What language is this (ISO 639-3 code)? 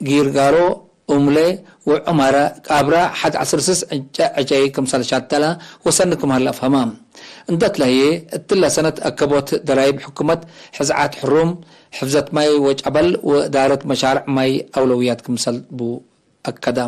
tig